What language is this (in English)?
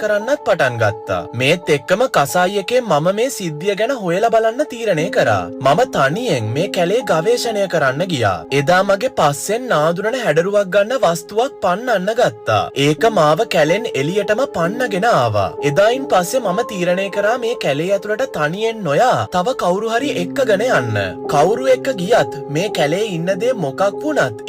Sinhala